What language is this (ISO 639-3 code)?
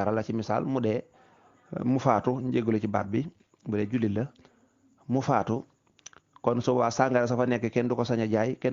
wol